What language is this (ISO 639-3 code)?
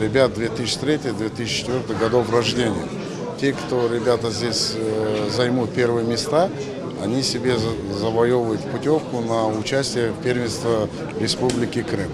crh